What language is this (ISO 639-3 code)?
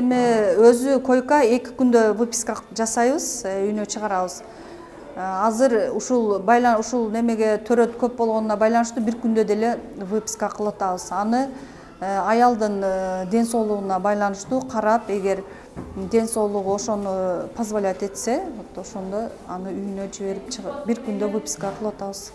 kir